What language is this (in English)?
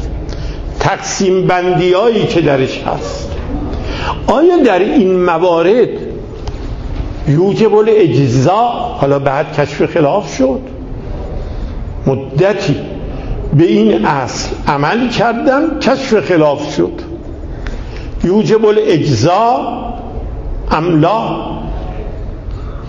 Persian